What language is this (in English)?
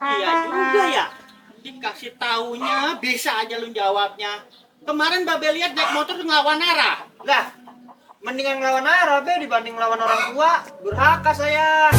Betawi